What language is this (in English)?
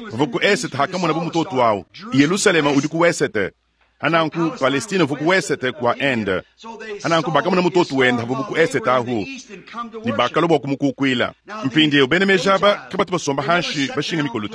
Luba-Lulua